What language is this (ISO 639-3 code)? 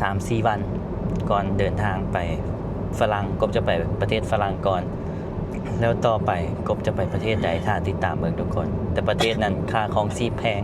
lao